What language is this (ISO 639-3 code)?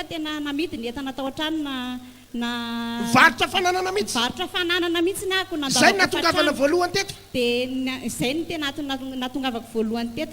mlg